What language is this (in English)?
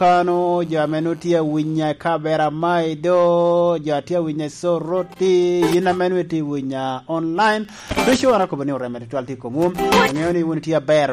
Lango (Uganda)